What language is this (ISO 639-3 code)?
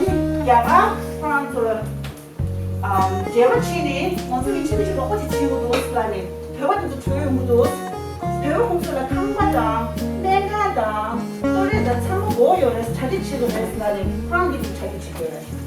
bod